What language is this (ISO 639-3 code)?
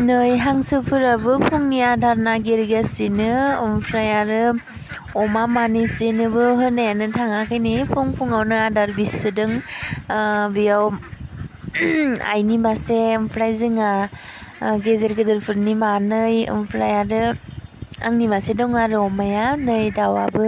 brx